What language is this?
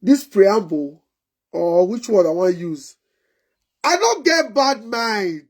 Nigerian Pidgin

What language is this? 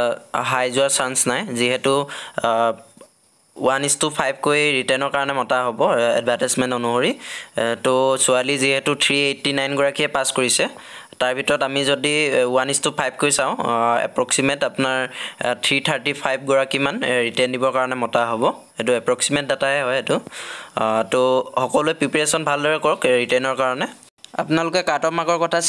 Assamese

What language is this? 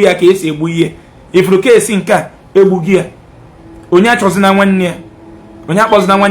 Igbo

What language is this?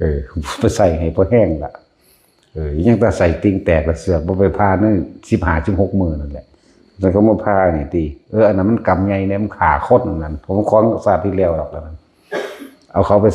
Northeastern Thai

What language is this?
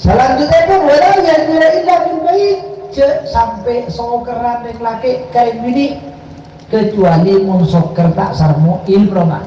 Madurese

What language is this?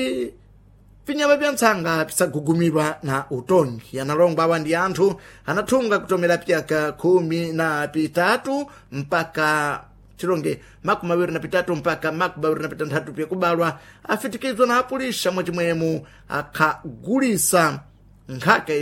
Sena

